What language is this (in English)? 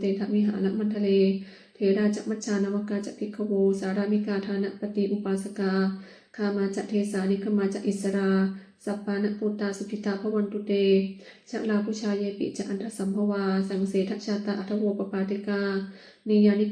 Pali